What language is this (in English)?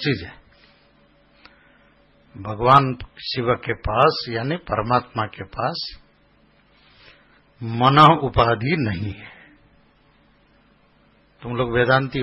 Hindi